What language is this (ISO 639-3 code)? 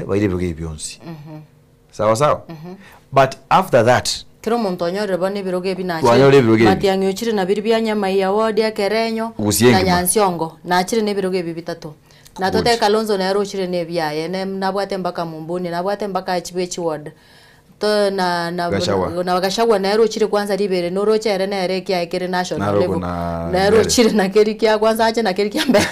guz